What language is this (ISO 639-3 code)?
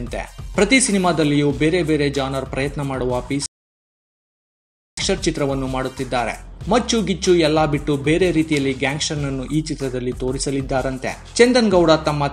kan